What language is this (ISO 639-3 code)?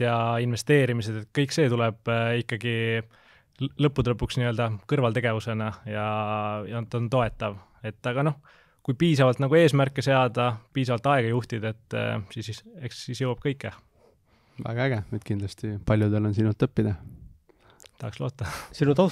est